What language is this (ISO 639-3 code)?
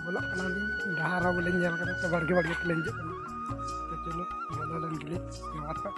sat